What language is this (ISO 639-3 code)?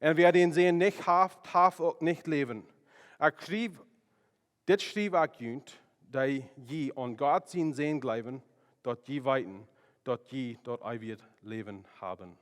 pdt